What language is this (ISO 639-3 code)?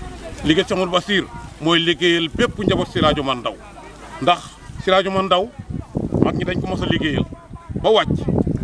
wol